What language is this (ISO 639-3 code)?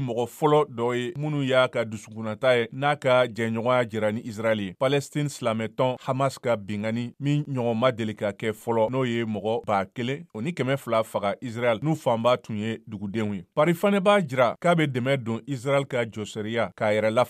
bam